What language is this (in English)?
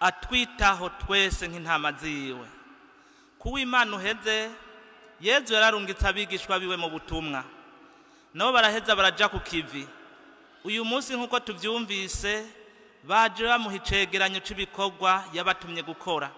Rundi